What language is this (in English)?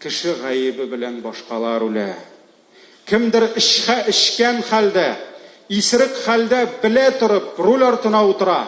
Tatar